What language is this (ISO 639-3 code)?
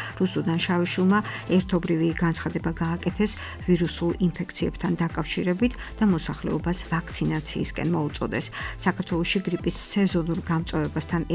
kat